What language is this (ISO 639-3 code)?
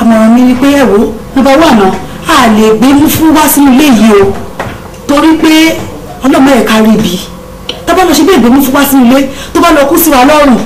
yor